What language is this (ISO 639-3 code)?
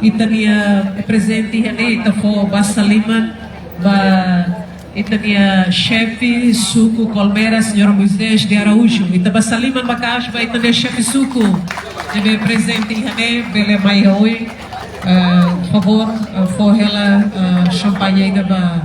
tet